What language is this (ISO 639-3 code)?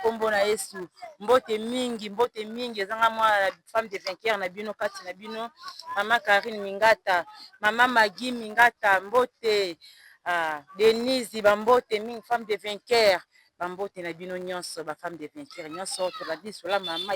lin